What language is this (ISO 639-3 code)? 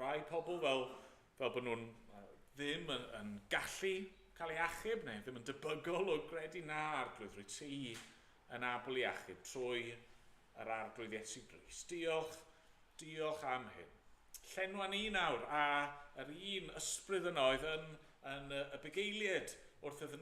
cym